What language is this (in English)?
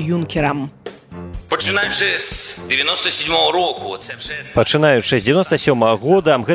Belarusian